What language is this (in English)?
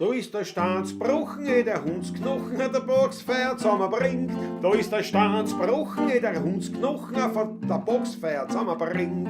Bavarian